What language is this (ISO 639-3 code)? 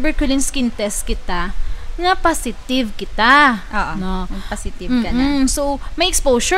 hil